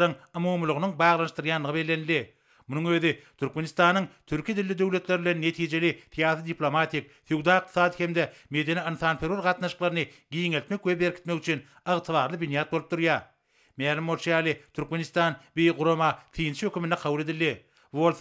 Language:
Turkmen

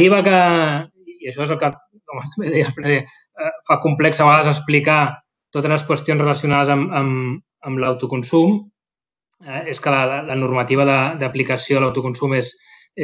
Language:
Catalan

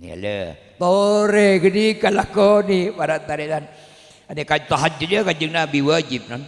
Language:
Madurese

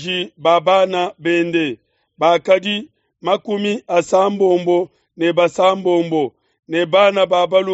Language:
Luba-Lulua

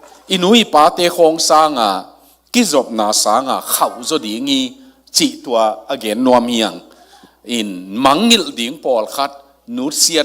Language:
Tedim Chin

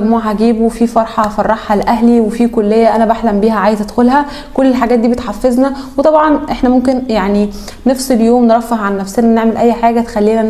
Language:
Egyptian Arabic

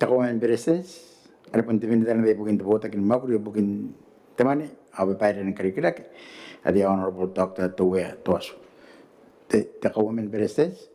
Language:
Gilbertese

